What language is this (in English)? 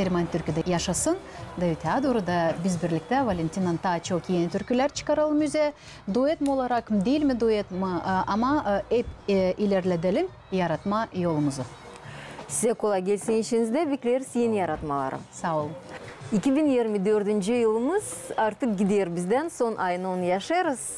Gagauz